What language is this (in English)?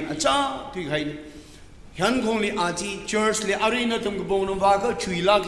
Tangkhul Naga (India)